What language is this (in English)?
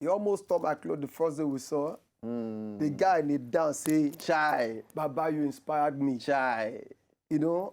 Nigerian Pidgin